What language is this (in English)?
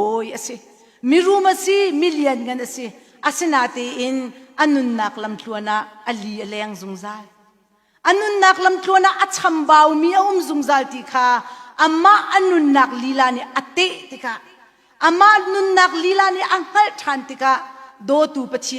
Hakha Chin